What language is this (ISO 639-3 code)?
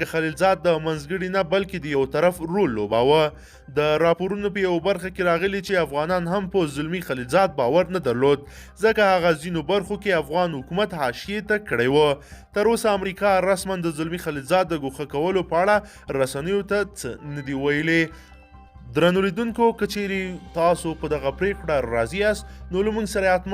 pus